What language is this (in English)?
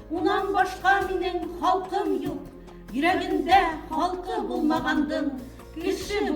Bashkir